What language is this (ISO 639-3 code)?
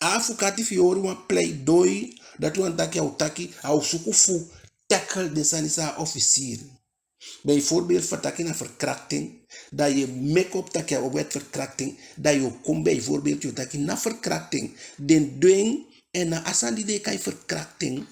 djk